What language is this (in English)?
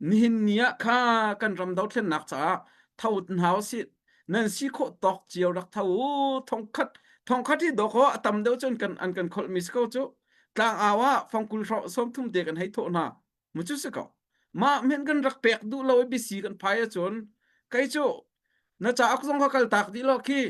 Hakha Chin